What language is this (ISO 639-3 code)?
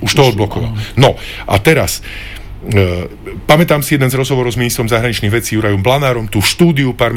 slk